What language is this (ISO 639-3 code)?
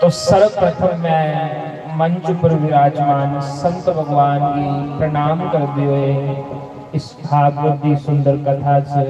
doi